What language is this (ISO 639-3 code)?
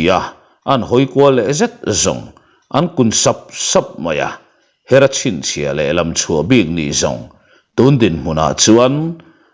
lus